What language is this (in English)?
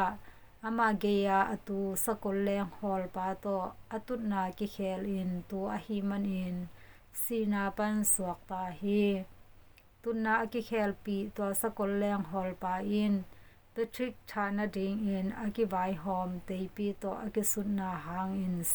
Tedim Chin